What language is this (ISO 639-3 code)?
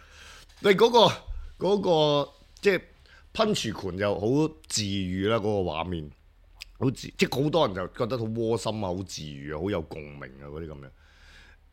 yue